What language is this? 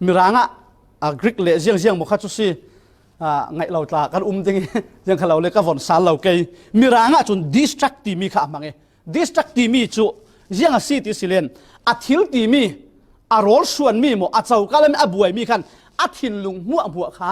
Falam Chin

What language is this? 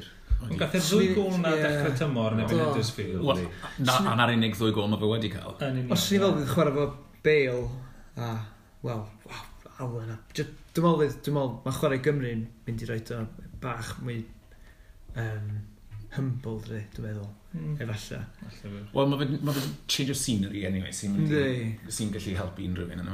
Welsh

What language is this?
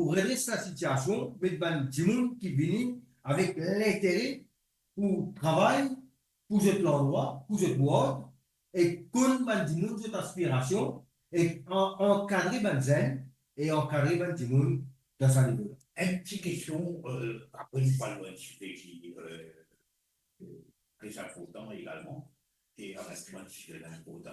Morisyen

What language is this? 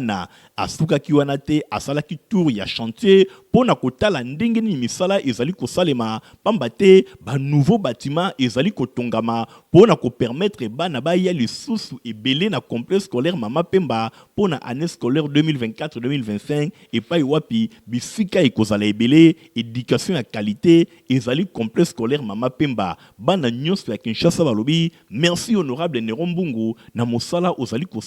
Lingala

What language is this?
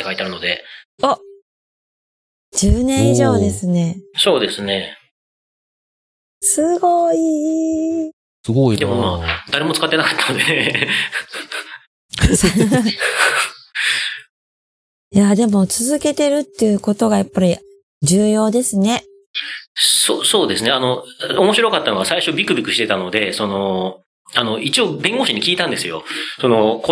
Japanese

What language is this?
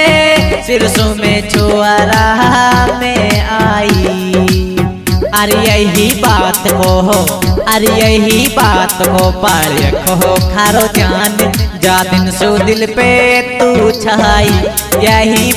Haryanvi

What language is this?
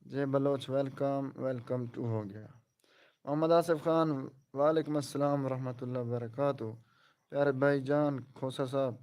Saraiki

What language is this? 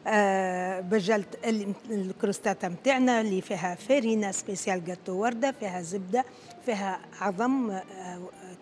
Tunisian Arabic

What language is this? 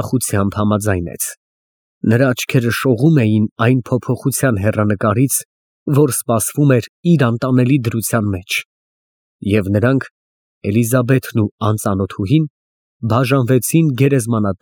Armenian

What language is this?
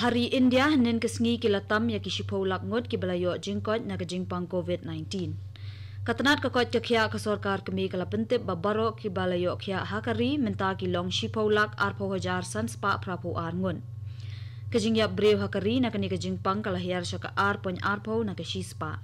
Khasi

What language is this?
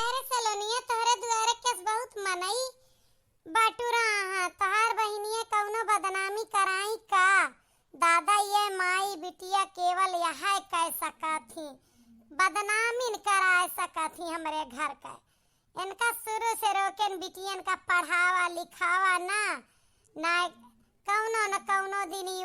Awadhi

